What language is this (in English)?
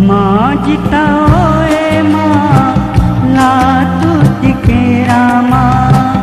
Newari